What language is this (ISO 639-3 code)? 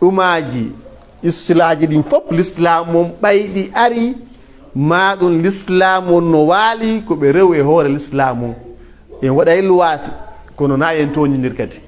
fuf